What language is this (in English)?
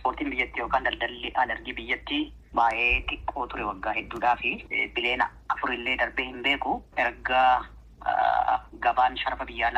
Oromo